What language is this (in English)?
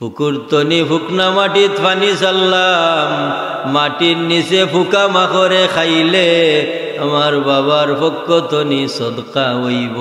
Sylheti